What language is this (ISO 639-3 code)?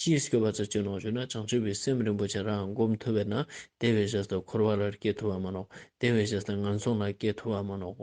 lbj